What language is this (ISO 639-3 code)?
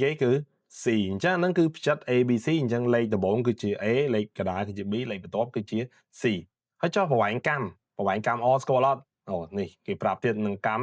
khm